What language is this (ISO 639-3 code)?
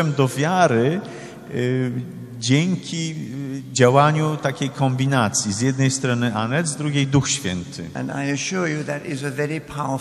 pol